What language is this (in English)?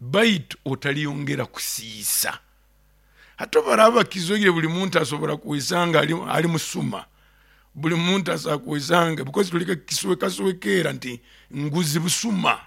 Nyoro